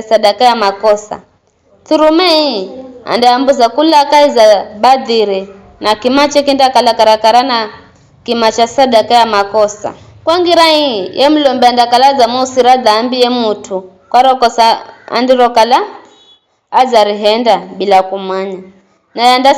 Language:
Giryama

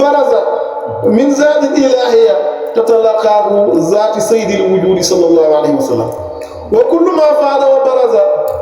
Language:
Wolof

